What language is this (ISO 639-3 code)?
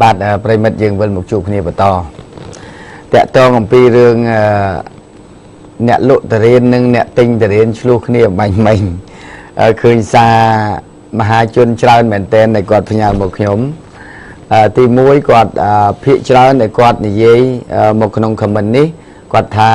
khm